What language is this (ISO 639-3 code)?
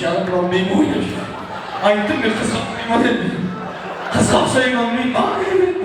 kaa